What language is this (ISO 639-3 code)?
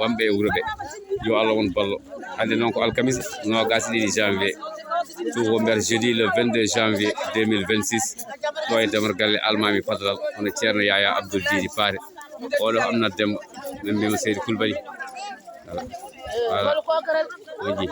ful